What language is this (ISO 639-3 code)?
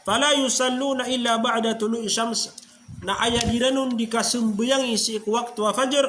mrw